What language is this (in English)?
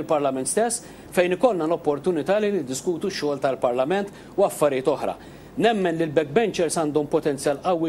Maltese